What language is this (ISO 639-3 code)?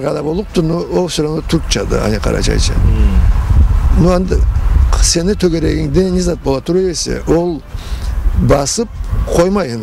krc